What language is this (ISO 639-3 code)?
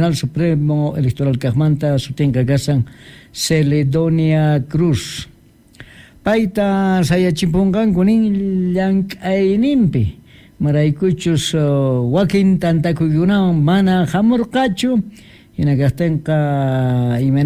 que